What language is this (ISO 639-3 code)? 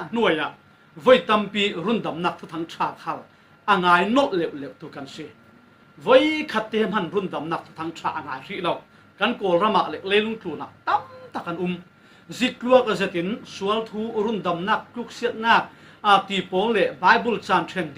cfm